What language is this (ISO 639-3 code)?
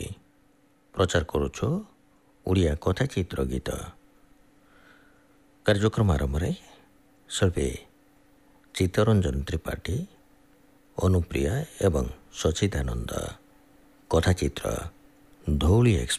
ori